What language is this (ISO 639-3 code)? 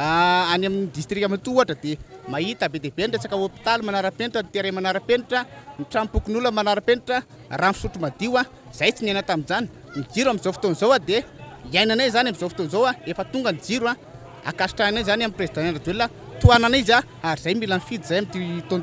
mlg